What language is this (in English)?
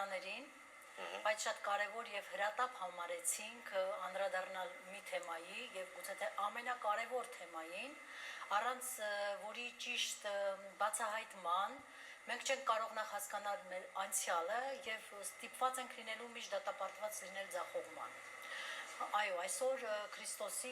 Western Armenian